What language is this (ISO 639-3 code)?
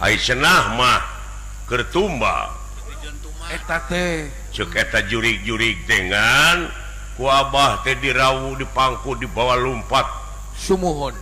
sun